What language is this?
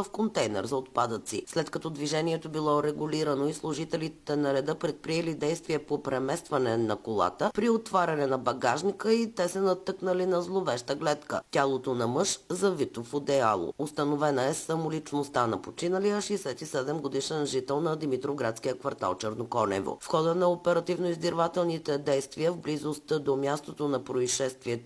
Bulgarian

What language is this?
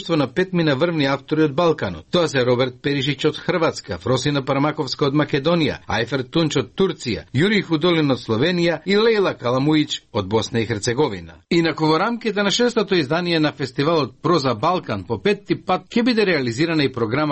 Macedonian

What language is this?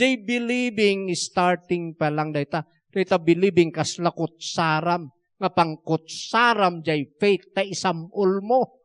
Iloko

